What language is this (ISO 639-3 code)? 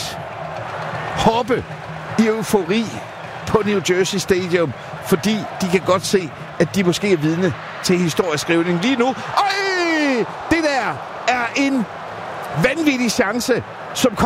dan